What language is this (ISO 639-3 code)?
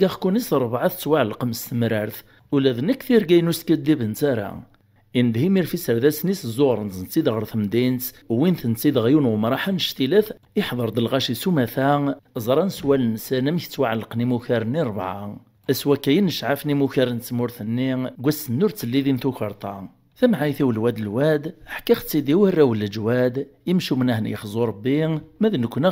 kab